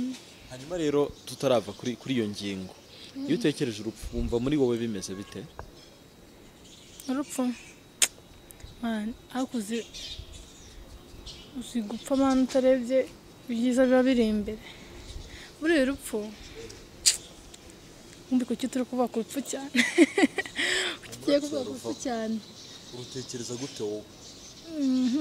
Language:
Kinyarwanda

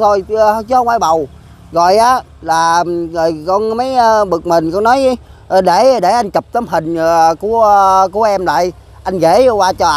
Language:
Vietnamese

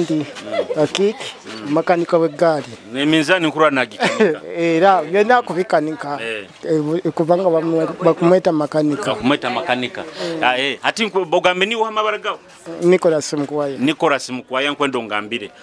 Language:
Nyoro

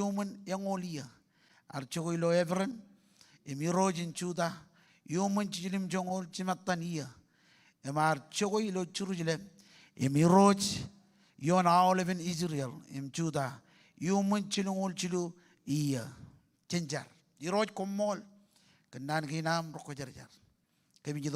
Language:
Marshallese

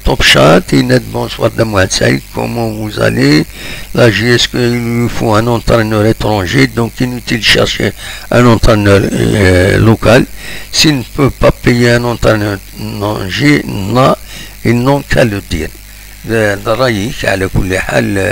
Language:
Kabyle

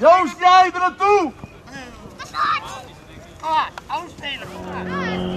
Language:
Dutch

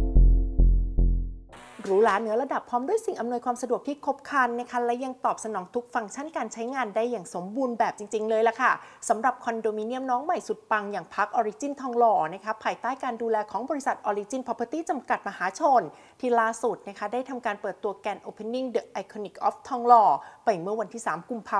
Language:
Thai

